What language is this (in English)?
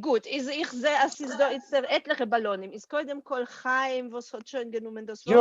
Yiddish